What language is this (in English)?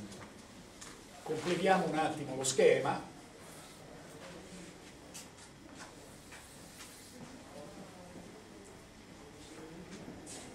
Italian